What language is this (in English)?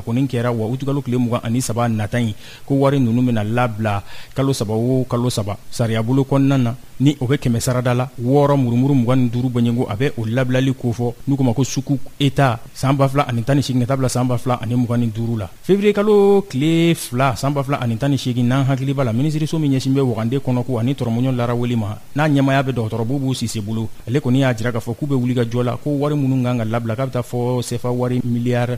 Bambara